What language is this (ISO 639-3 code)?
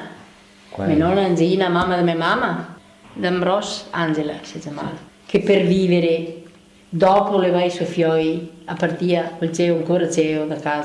vec